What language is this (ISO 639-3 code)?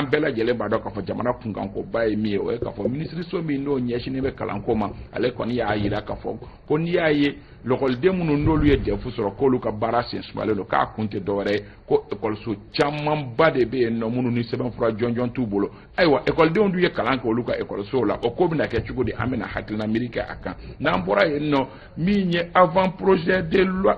bam